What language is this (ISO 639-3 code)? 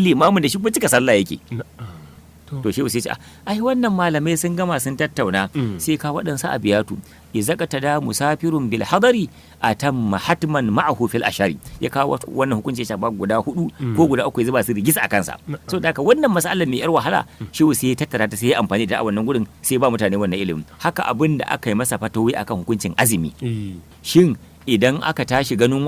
hau